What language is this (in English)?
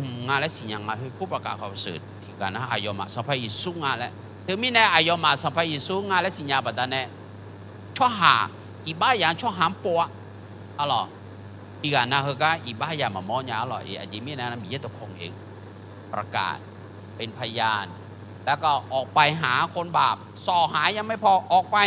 Akha